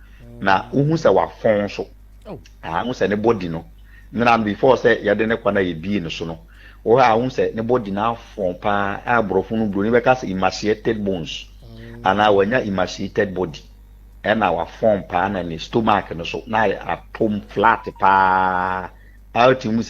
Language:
Akan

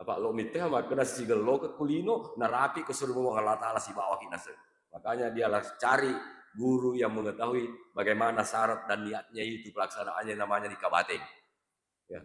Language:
Buginese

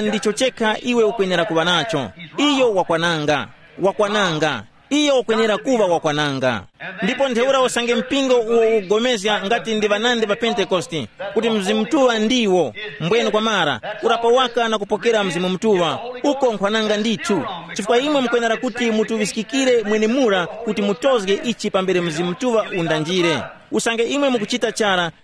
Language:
Tumbuka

